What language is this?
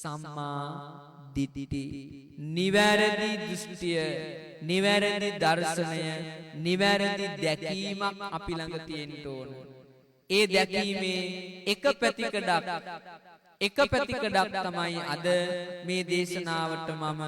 Sinhala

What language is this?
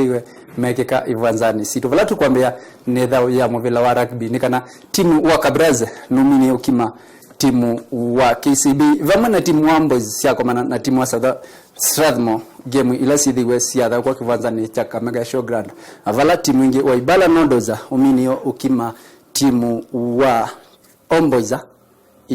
Kamba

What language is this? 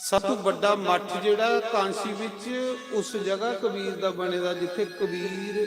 Dogri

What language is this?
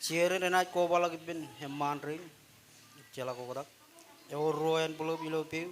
Marshallese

